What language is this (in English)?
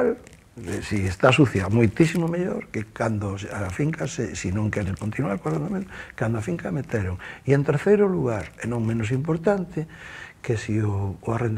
Galician